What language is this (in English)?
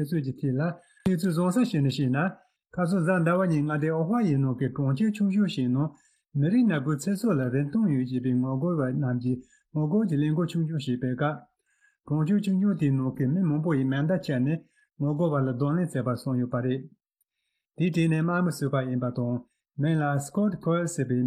Tibetan